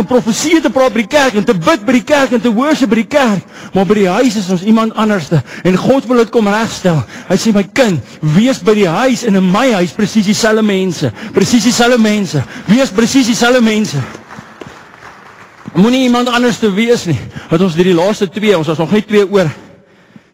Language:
Afrikaans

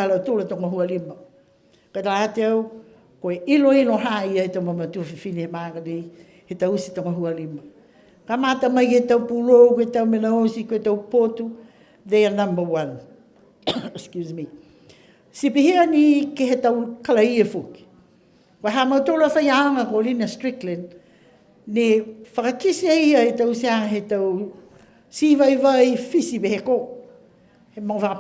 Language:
Niuean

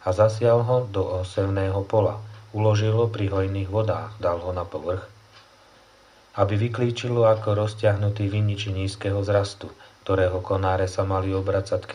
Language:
Slovak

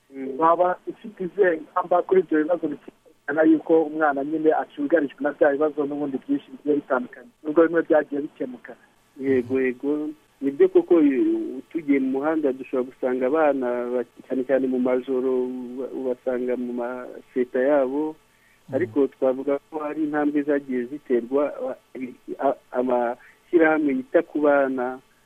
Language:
Kinyarwanda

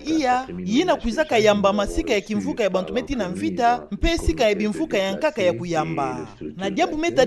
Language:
Kituba (Democratic Republic of Congo)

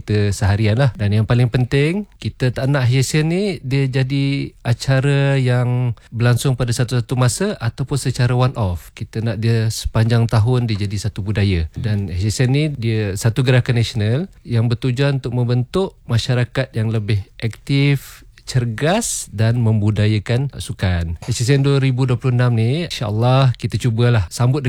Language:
Malay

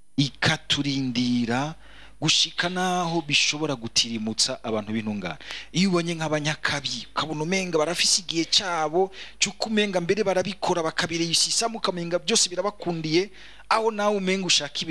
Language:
Rundi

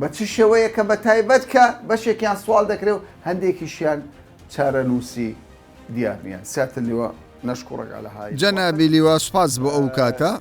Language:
Central Kurdish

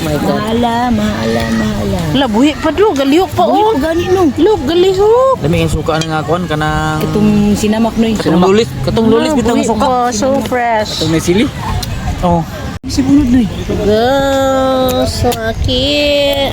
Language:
Cebuano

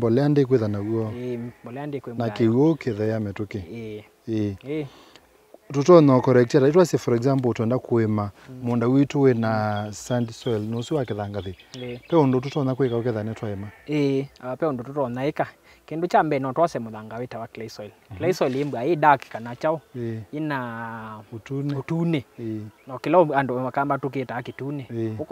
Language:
Kamba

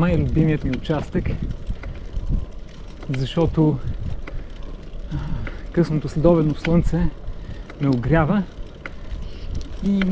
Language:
Bulgarian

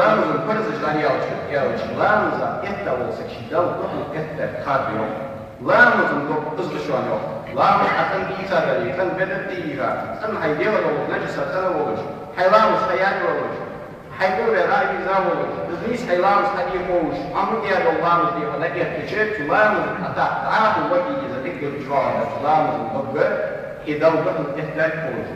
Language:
Ingush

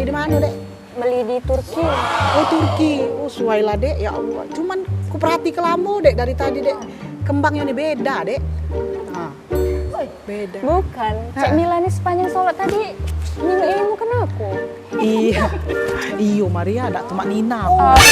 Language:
Musi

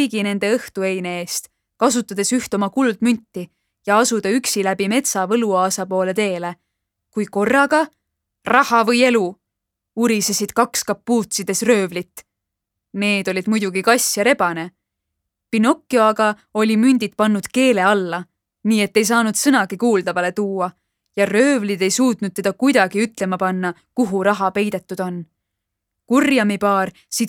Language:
Estonian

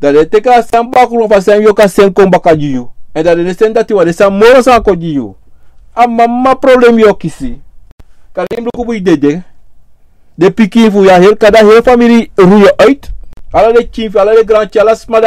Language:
Sranan Tongo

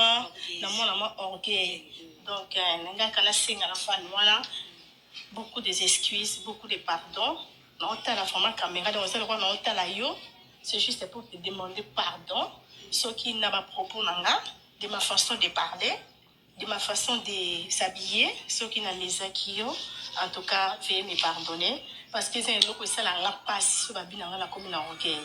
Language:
Lingala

